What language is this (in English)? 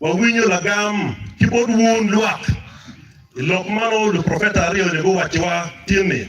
Acoli